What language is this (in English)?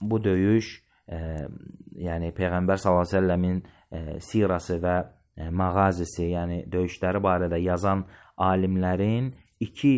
Azerbaijani